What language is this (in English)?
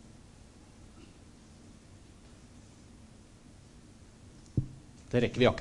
Norwegian